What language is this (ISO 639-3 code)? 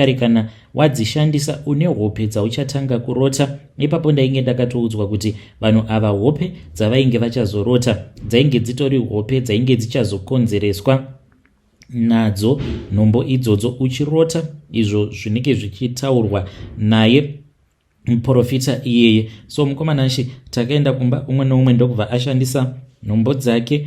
sna